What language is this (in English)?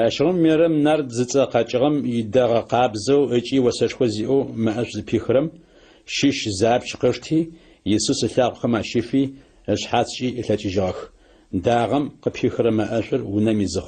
Adyghe